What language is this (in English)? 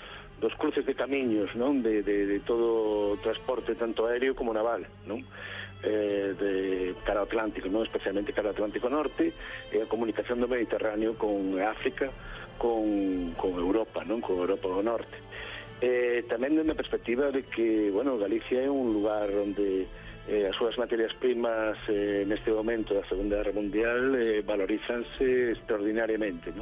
Galician